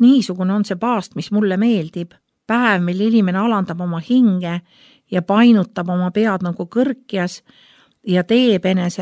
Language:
Estonian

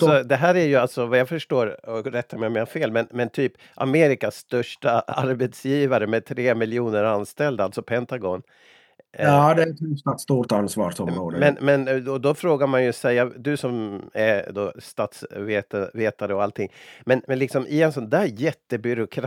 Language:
Swedish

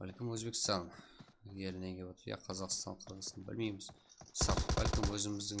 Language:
Kara-Kalpak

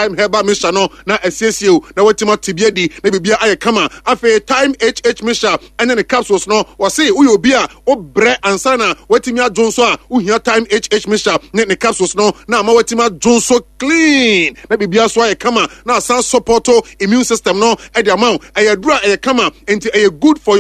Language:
Akan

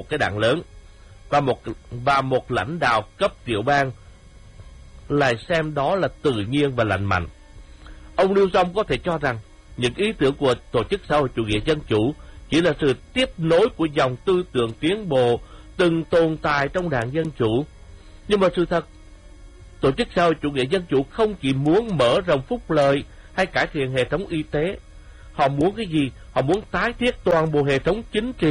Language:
Vietnamese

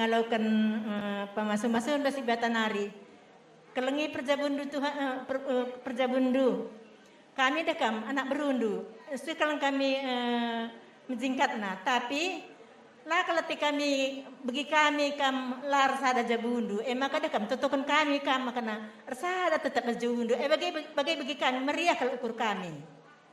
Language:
Batak Karo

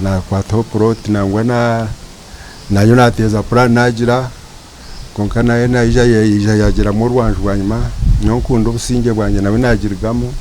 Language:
Nyankole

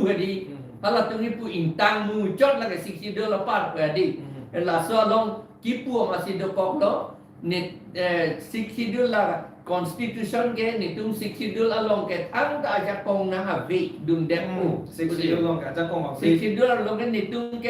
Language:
Karbi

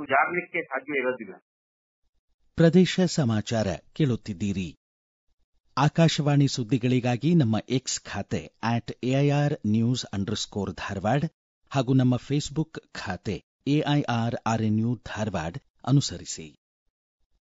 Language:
Kannada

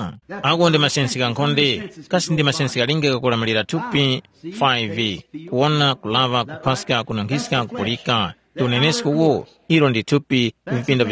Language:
Tumbuka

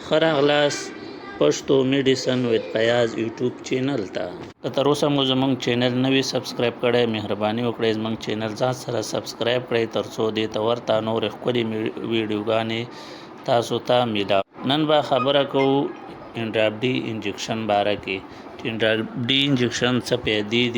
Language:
Pashto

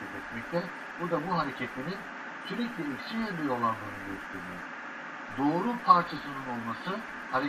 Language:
Turkish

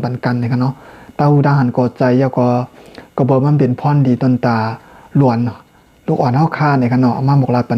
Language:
Shan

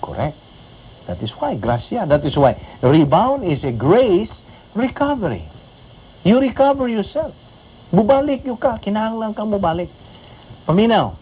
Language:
Cebuano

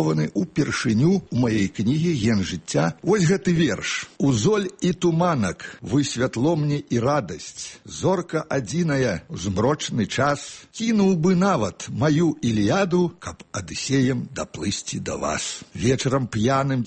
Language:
Belarusian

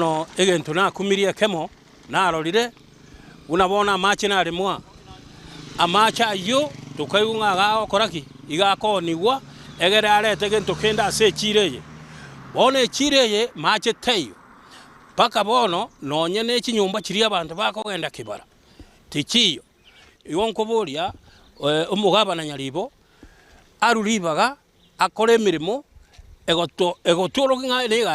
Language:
Gusii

